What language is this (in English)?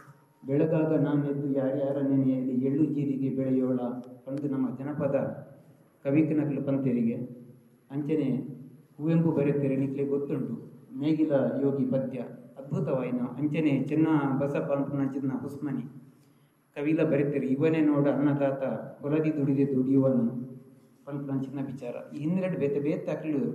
Tulu